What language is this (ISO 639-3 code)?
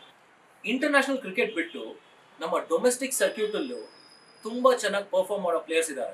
kan